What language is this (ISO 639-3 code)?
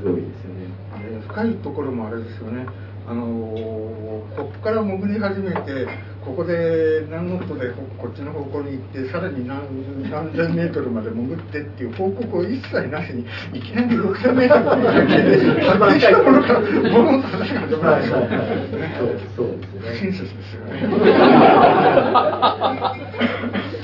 jpn